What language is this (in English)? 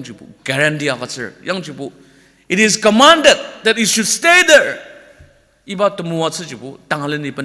Ao Naga